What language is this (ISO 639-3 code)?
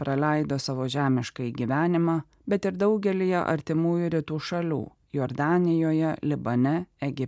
lit